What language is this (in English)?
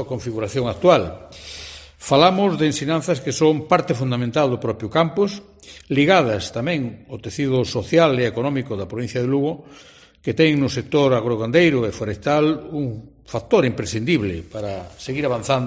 Galician